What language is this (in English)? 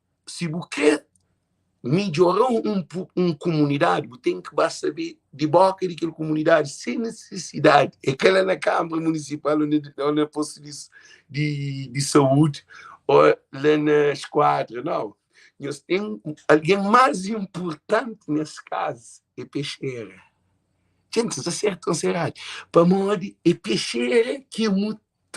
Kabuverdianu